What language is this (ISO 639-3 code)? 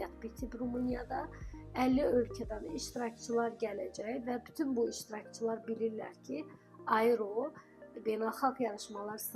aze